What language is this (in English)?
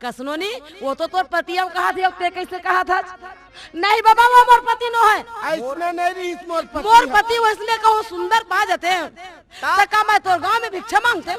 Chhattisgarhi